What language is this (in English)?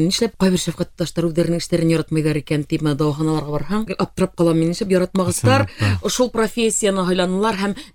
Bashkir